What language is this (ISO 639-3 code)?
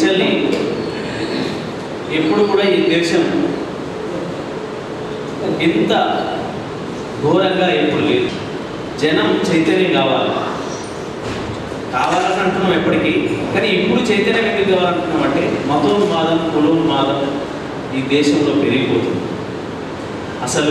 tel